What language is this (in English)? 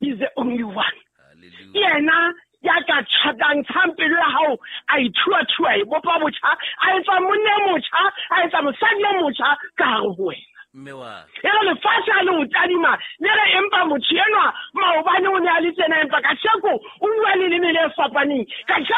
Southern Sotho